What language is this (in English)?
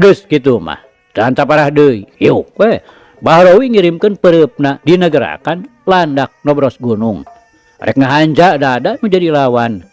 Sundanese